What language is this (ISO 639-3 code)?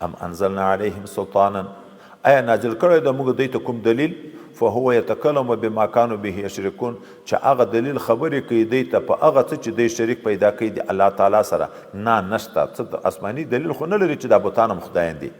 pus